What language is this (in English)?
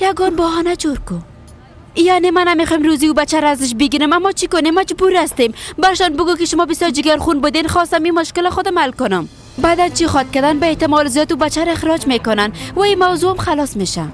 Persian